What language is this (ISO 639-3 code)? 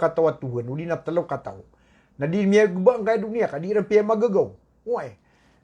mrw